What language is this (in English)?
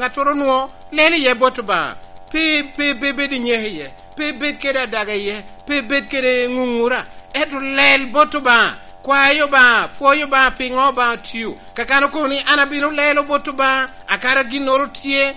Lango (Uganda)